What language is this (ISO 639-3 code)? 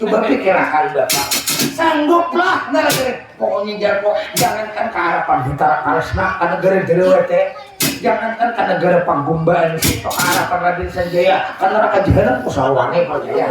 bjn